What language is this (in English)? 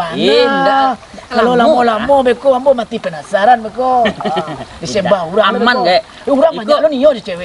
Minangkabau